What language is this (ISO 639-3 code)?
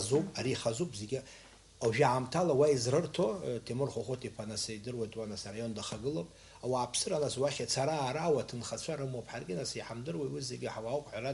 abk